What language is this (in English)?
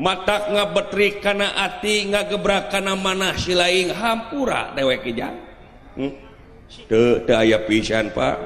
Sundanese